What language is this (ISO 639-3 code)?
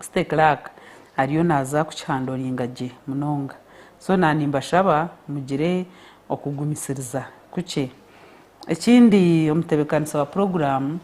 nyn